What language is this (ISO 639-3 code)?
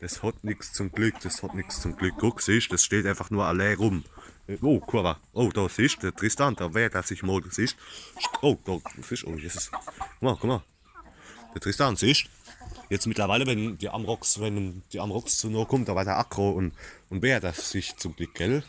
pfl